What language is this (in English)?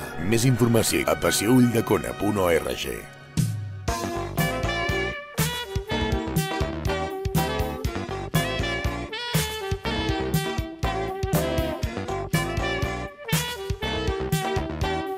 Catalan